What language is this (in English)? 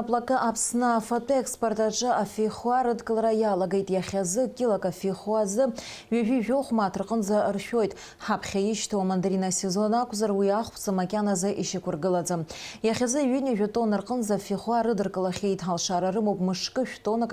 Abkhazian